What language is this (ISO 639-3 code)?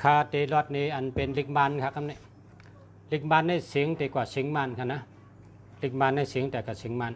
shn